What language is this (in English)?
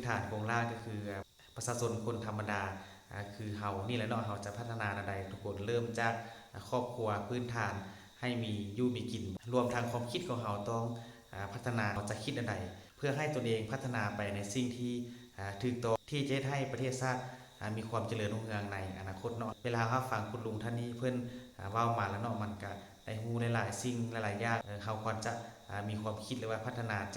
Lao